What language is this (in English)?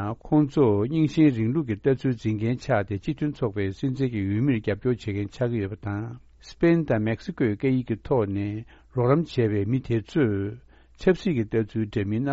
Tibetan